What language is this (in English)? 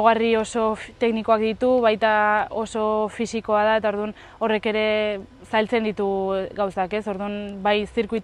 Basque